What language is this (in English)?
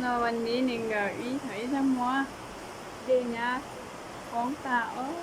Hmong